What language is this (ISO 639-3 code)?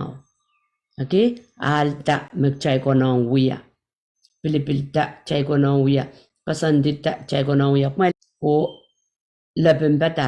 pon